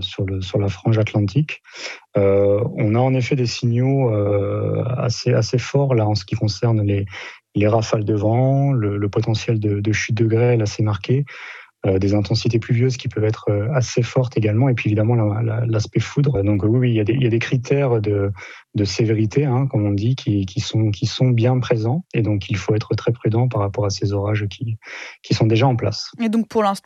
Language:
French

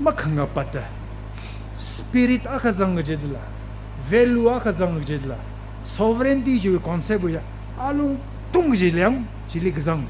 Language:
Tangkhul Naga (India)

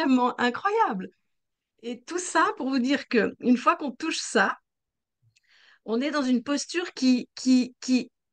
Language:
French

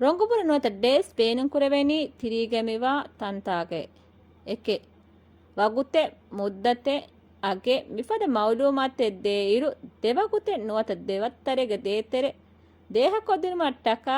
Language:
Divehi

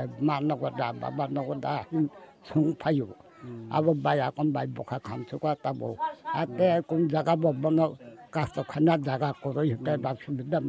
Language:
Kok Borok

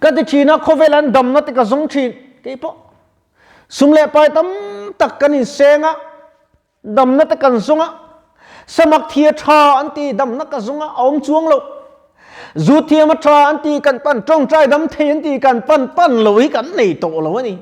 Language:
Mizo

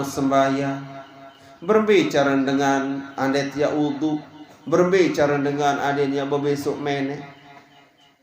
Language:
Sasak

